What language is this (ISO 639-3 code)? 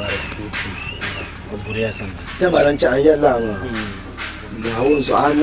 dag